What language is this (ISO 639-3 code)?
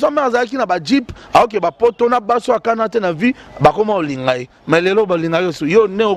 lin